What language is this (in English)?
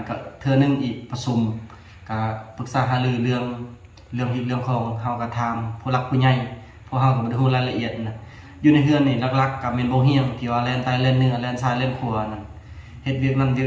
Lao